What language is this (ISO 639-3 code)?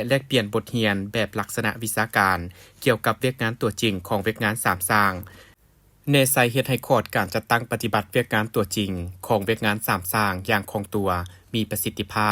lao